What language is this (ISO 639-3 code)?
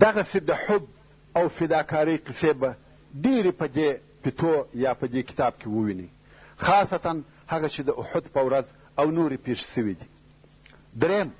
pus